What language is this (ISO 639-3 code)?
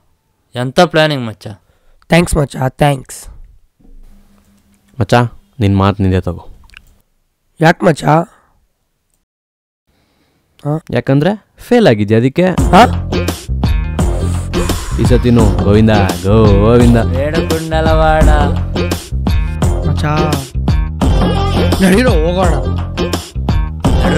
kan